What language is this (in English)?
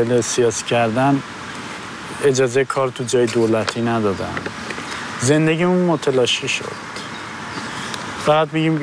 Persian